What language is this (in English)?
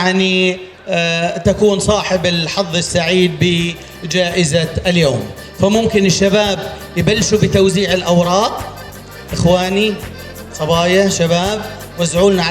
North Levantine Arabic